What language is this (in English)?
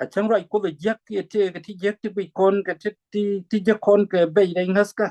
Nuer